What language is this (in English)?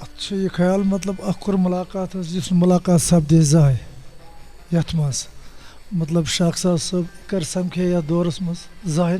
Kashmiri